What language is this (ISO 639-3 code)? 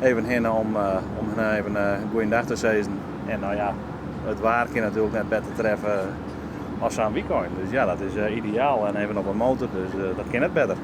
fry